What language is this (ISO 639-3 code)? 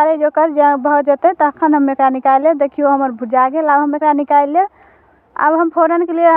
mai